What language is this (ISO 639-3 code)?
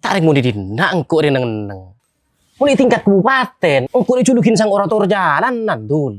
mad